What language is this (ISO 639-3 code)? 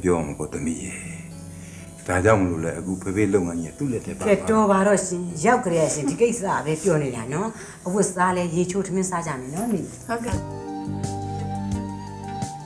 mya